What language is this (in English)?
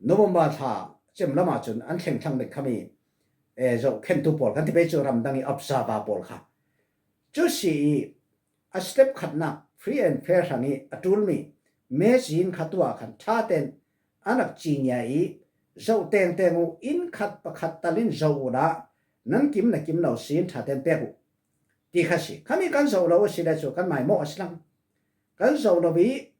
Falam Chin